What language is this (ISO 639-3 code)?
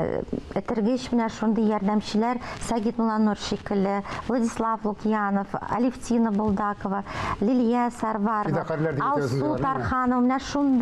tat